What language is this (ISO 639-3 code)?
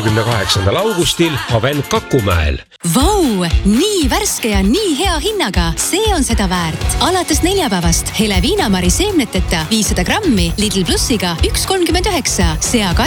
est